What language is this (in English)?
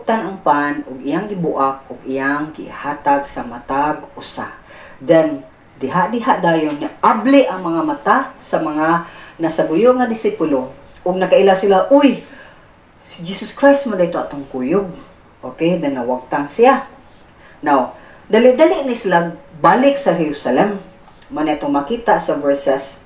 Cebuano